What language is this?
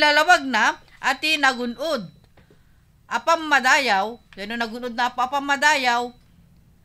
Iloko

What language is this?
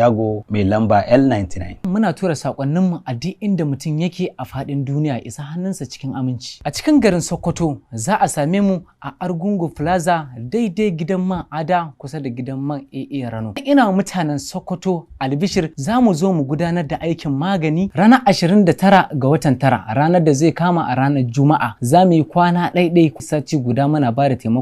Hausa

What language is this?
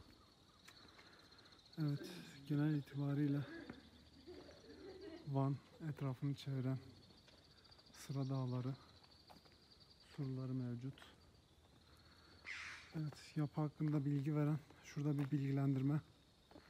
Turkish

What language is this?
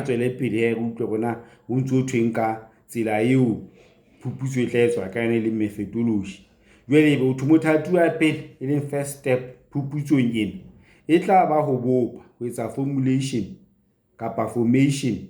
Southern Sotho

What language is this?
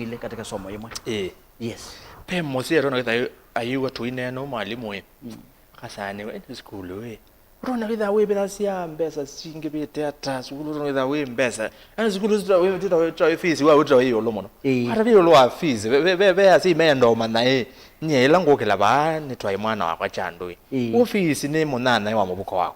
Kamba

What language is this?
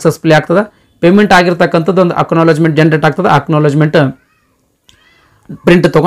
Kannada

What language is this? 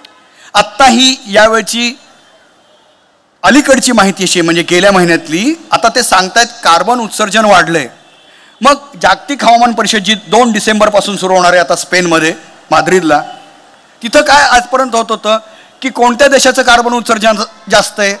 Marathi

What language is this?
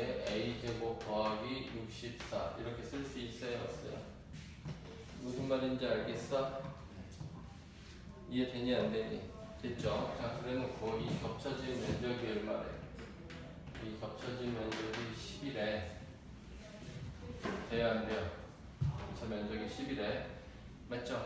Korean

